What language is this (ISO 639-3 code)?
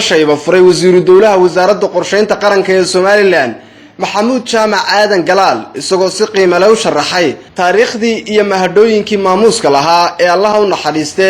som